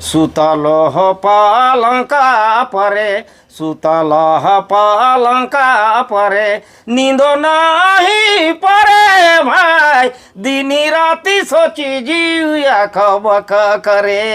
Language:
Sadri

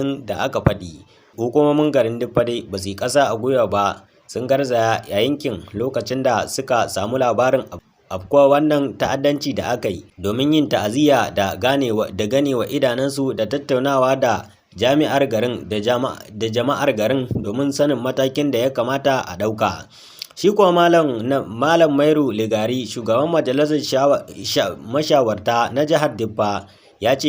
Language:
Hausa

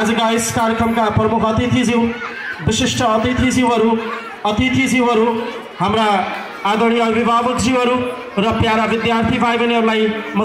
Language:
Nepali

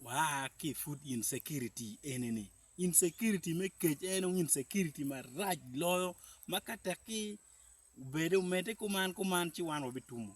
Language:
Acoli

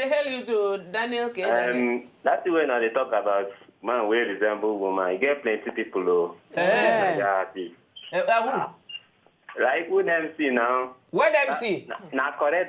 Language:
Nigerian Pidgin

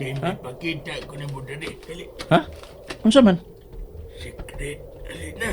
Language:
Cebuano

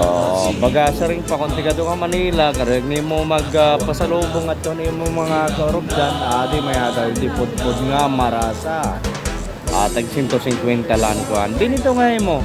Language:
Waray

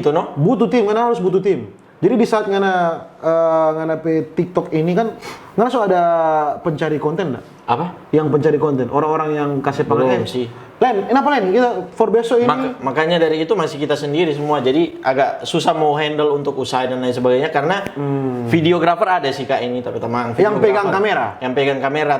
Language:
Manado Malay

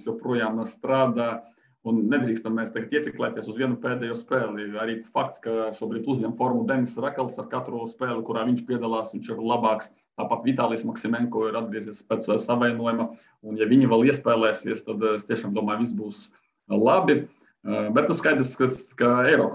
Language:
Latvian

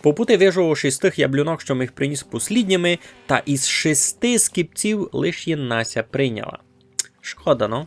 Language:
Rusyn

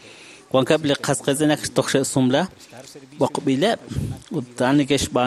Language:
Kekchí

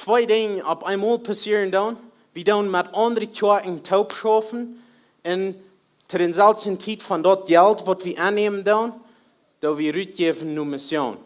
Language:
Plautdietsch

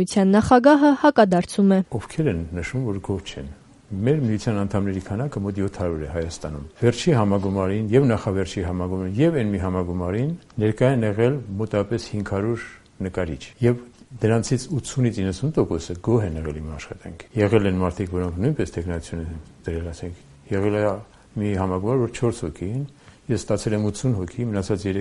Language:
Armenian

